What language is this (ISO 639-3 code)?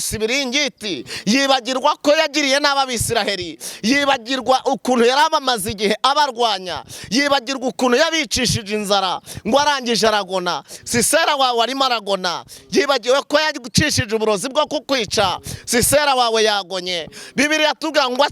kin